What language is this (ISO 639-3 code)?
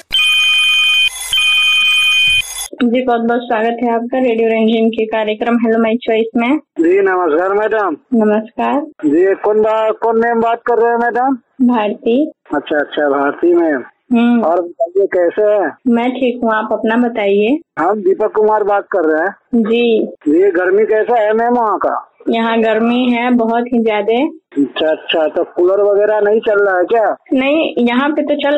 hin